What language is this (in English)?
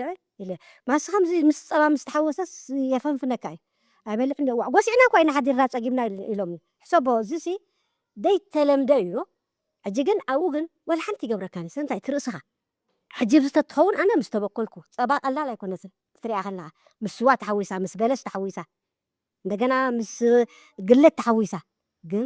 Tigrinya